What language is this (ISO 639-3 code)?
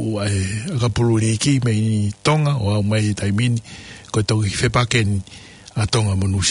ton